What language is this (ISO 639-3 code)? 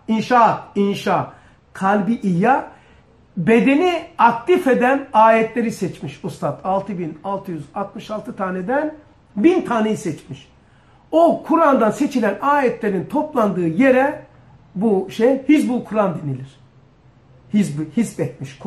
tur